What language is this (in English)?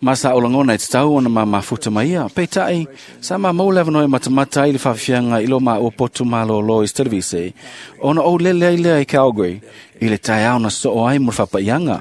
Samoan